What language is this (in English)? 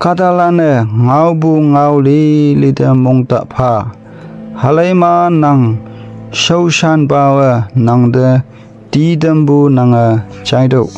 Konyak Naga